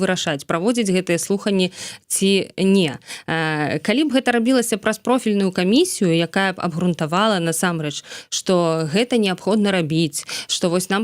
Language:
Belarusian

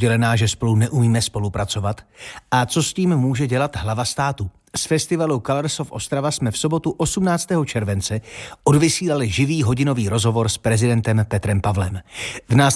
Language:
Czech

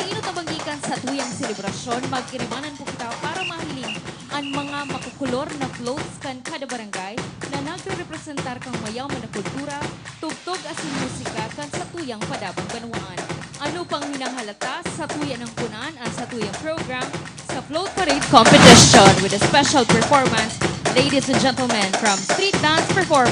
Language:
Bikol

